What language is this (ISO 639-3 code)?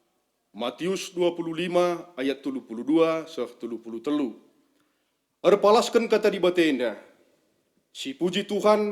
btx